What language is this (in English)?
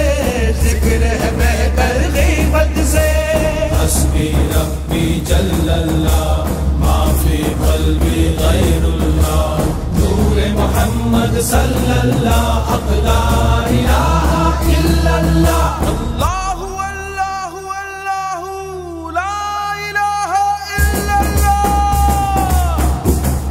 Hindi